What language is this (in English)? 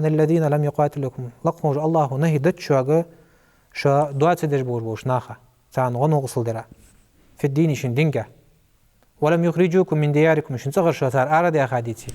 Ingush